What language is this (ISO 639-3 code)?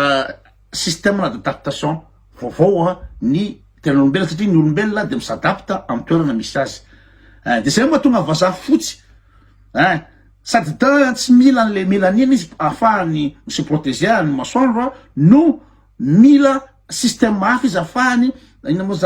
mlg